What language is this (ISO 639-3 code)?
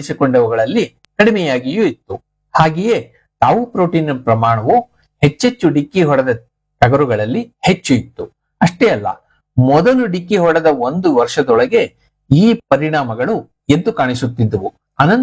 kan